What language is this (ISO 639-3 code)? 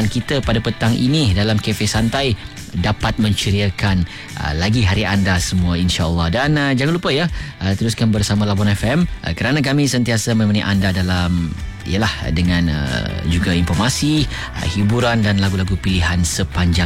msa